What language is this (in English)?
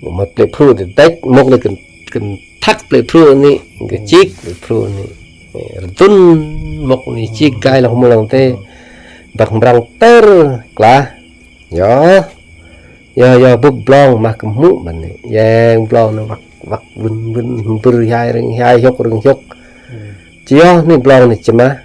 Khmu